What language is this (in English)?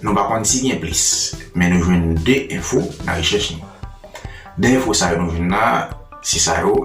Haitian Creole